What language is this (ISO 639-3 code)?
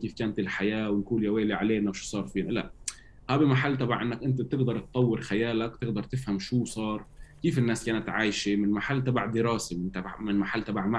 apc